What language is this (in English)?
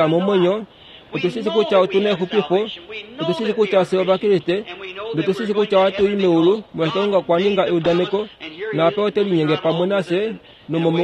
Kuanyama